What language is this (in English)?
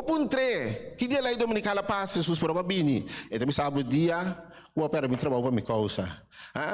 Papiamento